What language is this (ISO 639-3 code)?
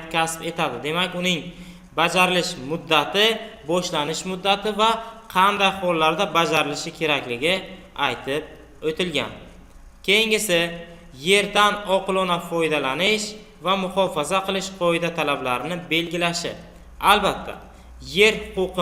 uzb